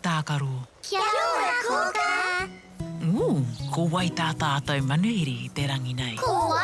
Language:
Māori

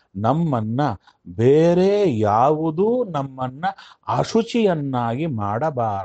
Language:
Kannada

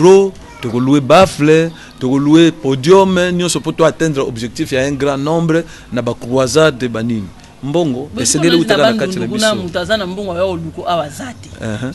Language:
Lingala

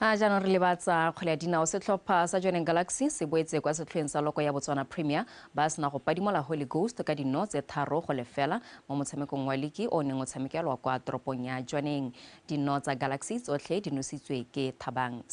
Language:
Tswana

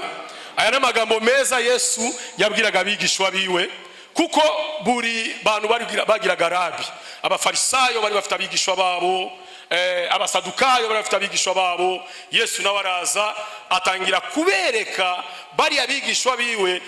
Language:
Kinyarwanda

